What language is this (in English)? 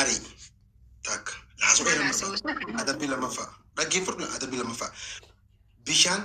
Oromo